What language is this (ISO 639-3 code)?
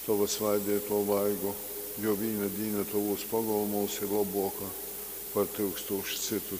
ltg